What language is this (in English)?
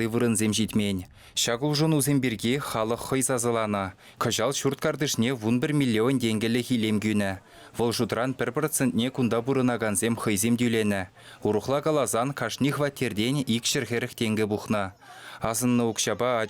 Chuvash